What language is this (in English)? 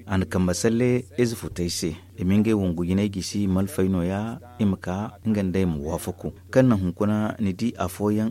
Zarma